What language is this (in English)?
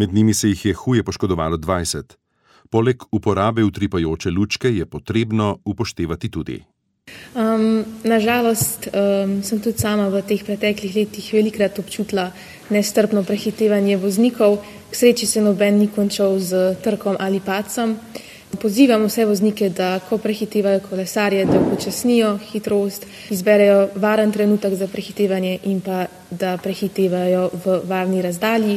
Slovenian